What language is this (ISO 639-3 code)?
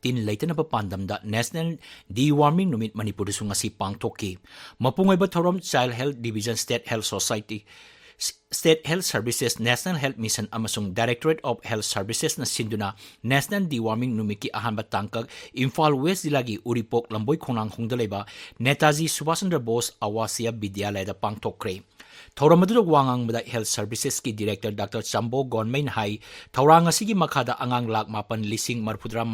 mni